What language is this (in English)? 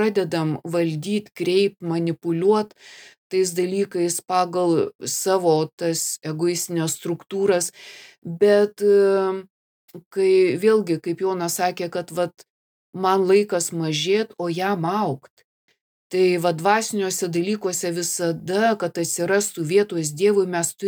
Lithuanian